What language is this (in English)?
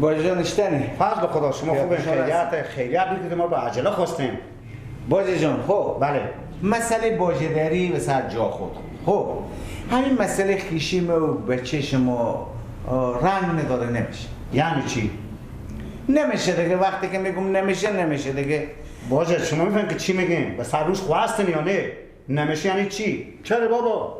Persian